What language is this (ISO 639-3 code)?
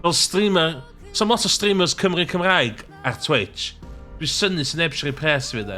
cym